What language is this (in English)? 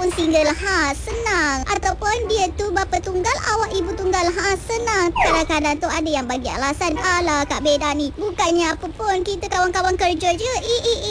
Malay